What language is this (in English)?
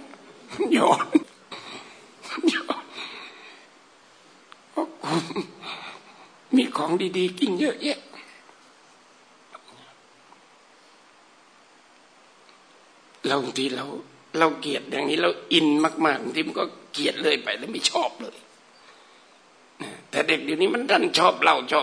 Thai